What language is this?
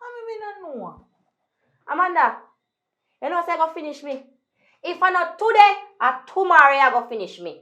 Jamaican Creole English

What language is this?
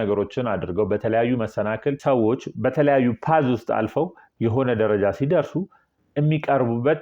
Amharic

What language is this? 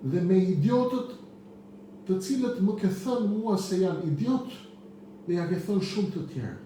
Albanian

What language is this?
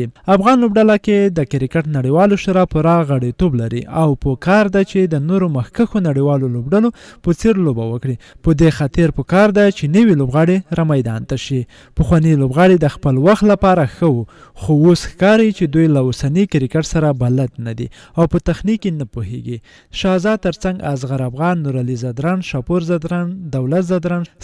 Pashto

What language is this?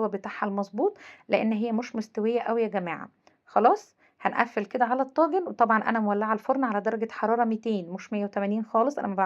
Egyptian Arabic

